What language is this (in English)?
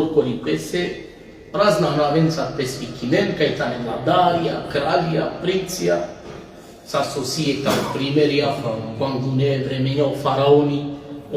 Balkan Romani